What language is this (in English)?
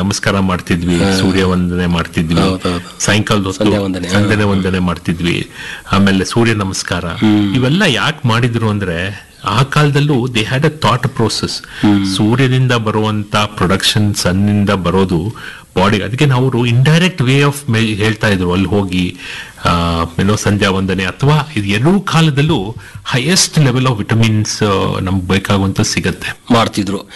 Kannada